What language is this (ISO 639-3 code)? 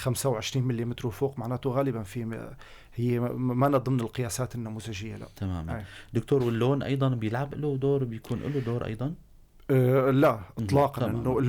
apc